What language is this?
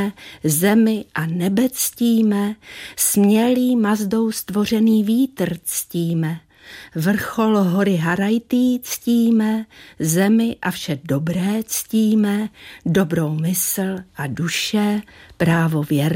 Czech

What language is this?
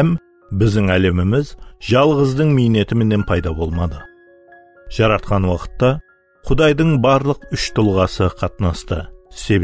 Kara-Kalpak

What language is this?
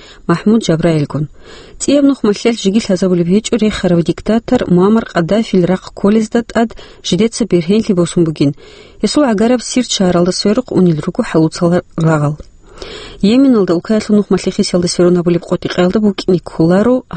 Avaric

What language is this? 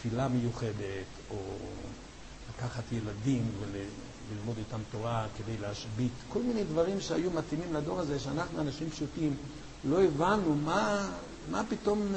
Hebrew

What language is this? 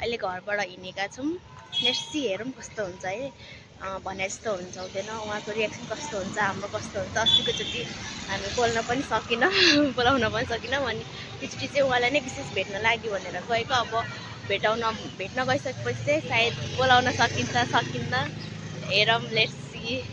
Nepali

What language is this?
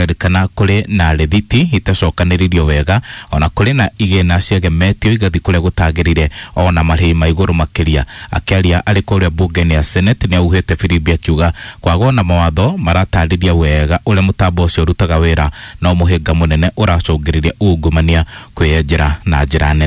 Kikuyu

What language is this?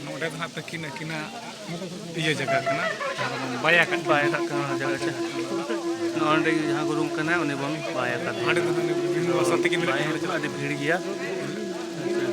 Santali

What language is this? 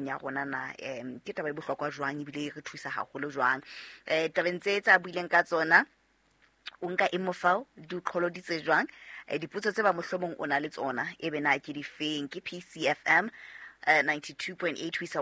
Southern Sotho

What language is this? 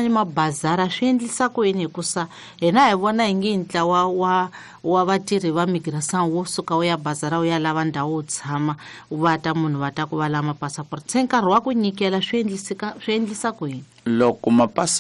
Tsonga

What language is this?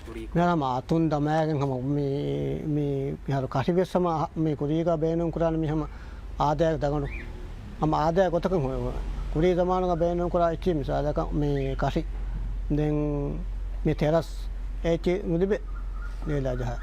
Divehi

